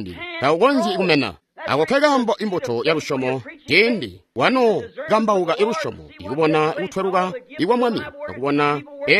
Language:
Tonga (Zambia)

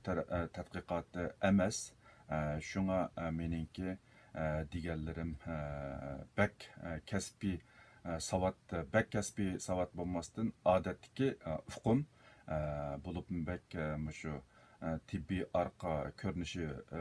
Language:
Uyghur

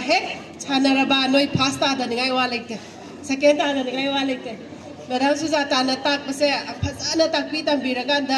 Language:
Manipuri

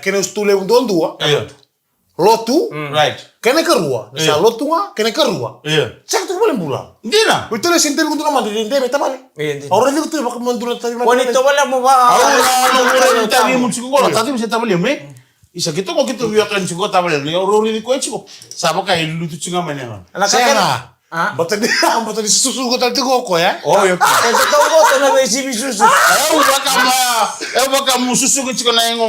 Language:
Fijian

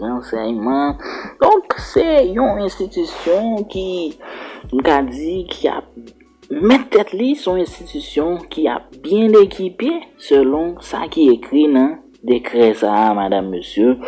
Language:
Haitian Creole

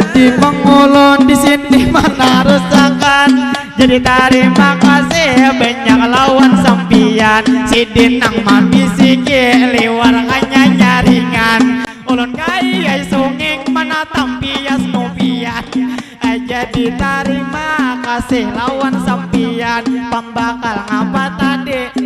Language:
Banjar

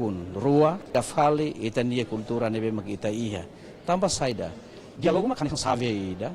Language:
Tetum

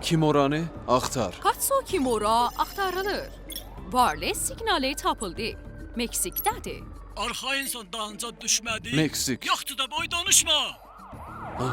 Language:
South Azerbaijani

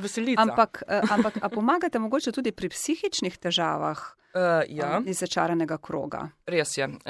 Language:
Slovenian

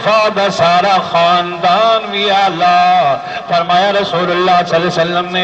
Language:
Saraiki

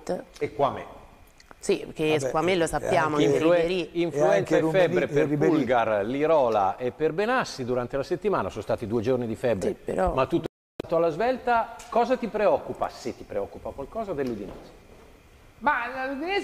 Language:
Italian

